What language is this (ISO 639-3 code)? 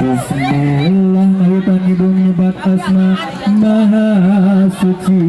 sun